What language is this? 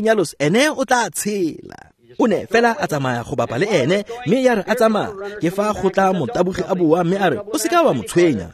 Tswana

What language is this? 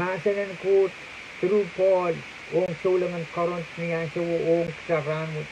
Pohnpeian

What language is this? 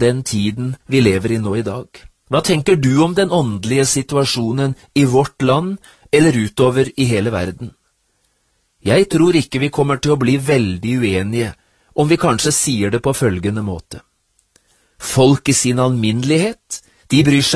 Norwegian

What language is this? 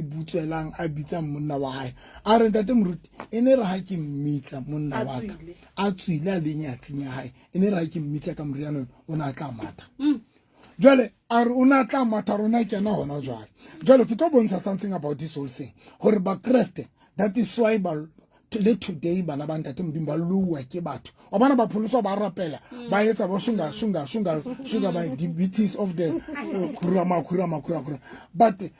Southern Sotho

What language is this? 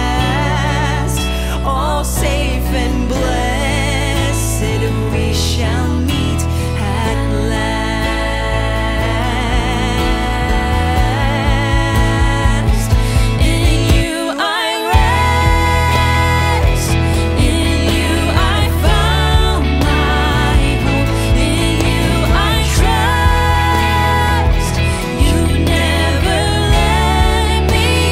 English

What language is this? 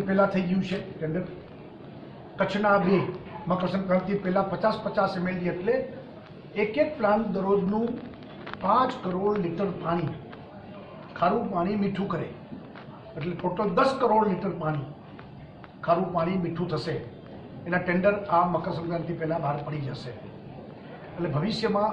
Gujarati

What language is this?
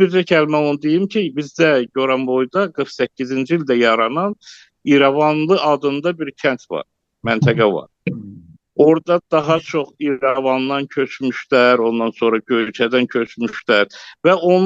Azerbaijani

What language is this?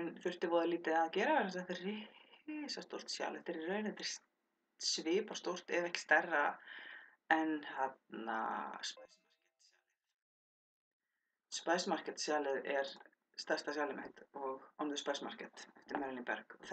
Icelandic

